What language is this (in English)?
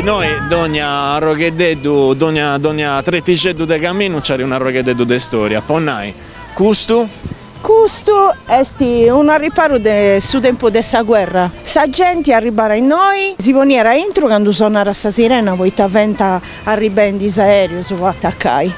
Sardinian